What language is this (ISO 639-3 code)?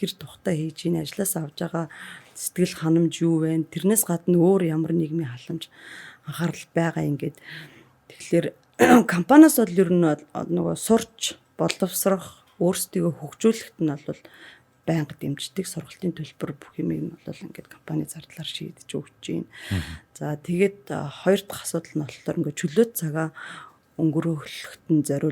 mon